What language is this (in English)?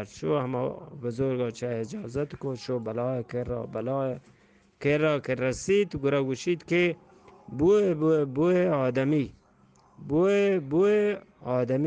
Eastern Balochi